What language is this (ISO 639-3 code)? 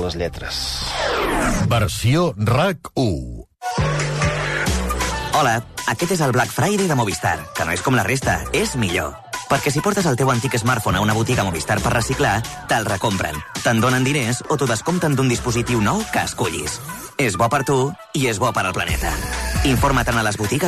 cat